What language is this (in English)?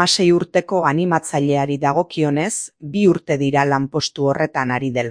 Basque